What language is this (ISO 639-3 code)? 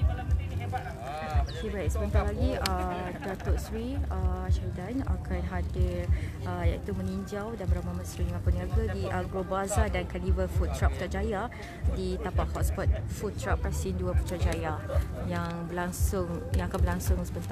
msa